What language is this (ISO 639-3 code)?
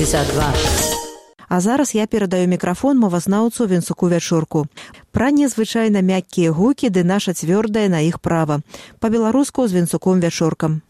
bel